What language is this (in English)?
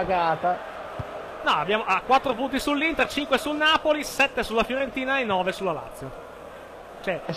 Italian